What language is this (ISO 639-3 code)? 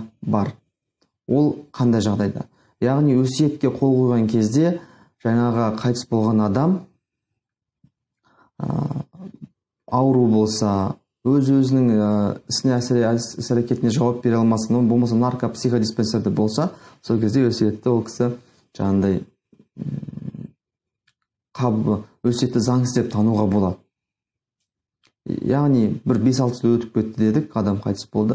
kaz